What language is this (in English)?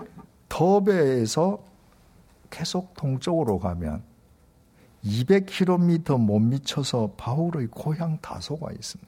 Korean